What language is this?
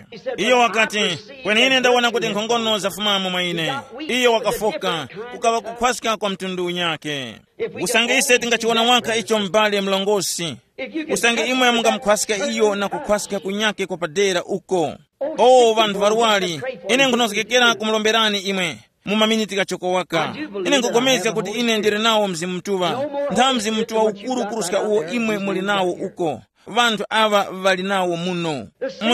Tumbuka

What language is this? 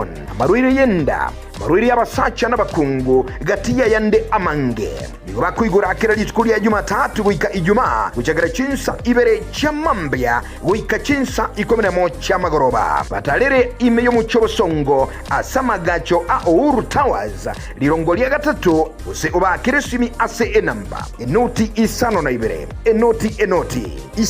Gusii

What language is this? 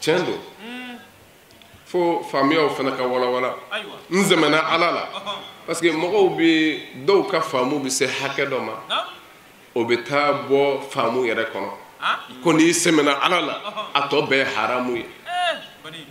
Bambara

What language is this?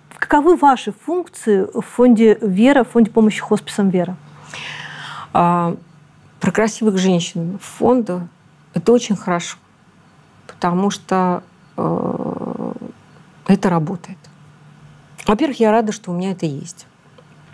Russian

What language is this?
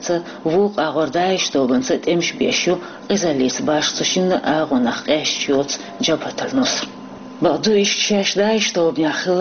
Chechen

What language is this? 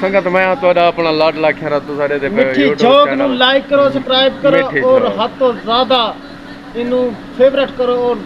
Saraiki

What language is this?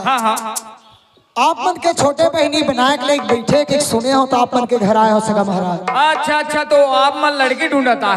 Chhattisgarhi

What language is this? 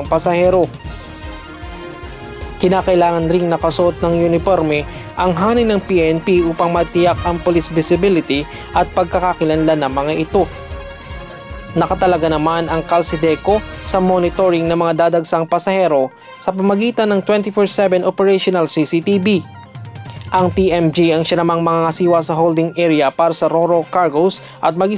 Filipino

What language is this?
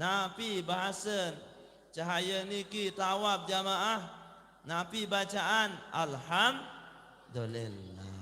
Sasak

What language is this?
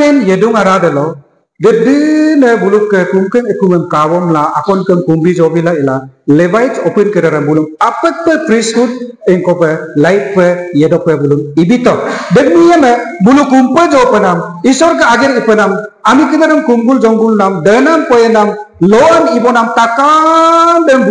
Adi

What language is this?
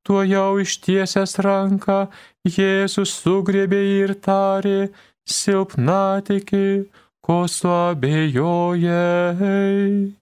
Lithuanian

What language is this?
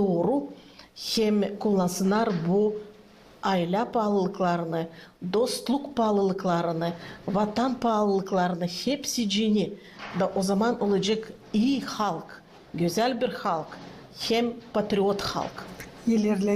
Gagauz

